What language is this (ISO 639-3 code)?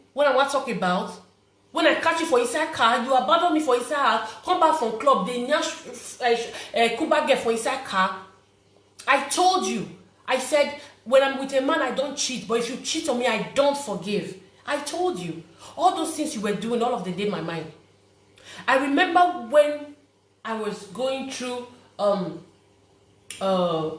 pcm